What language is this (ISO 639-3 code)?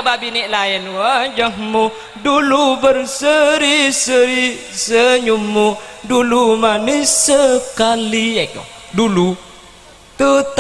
mad